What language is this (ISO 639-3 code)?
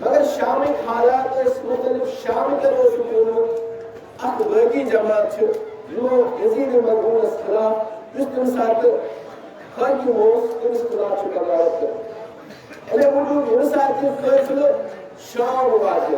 kas